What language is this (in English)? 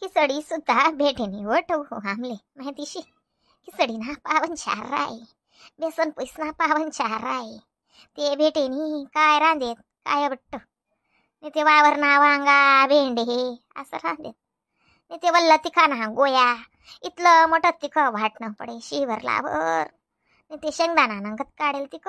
Khandesi